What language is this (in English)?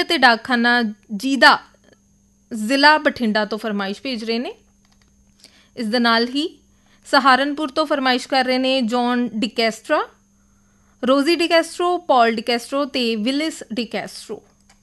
Punjabi